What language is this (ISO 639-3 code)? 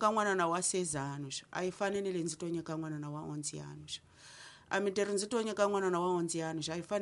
tso